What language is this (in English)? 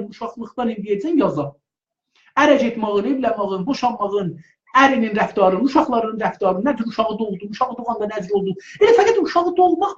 South Azerbaijani